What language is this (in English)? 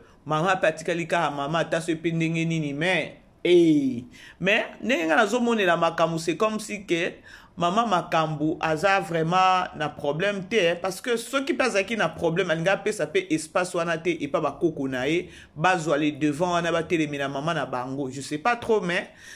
Lingala